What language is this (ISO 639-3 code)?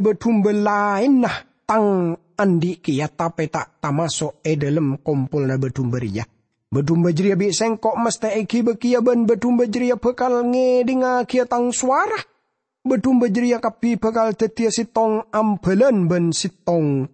mad